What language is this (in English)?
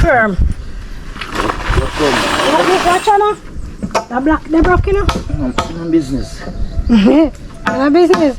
Jamaican Creole English